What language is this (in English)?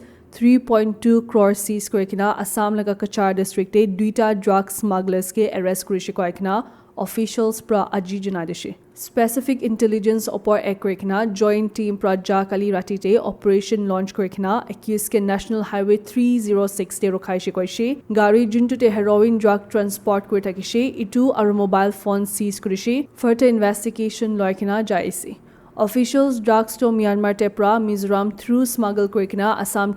Naga Pidgin